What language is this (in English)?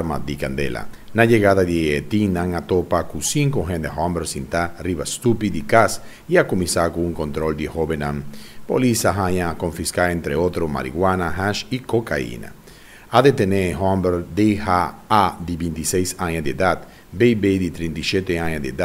Papiamento